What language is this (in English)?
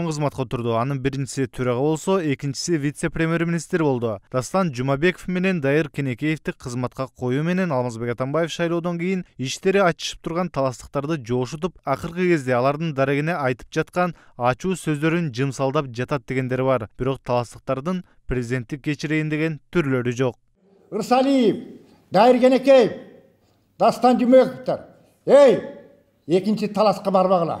Kyrgyz